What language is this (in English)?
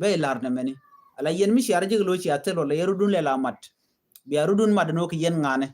Nuer